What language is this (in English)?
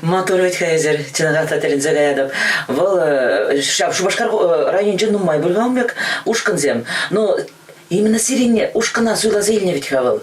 Chuvash